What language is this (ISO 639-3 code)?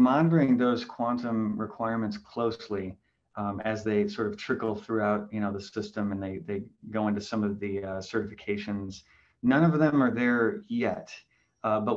eng